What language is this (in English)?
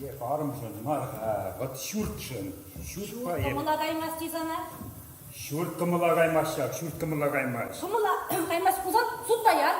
Chuvash